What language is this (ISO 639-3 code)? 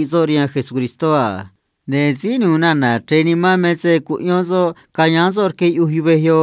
trc